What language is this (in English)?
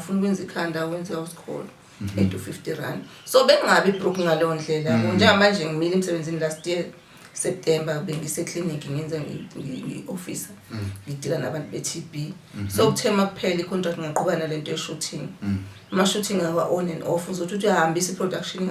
Zulu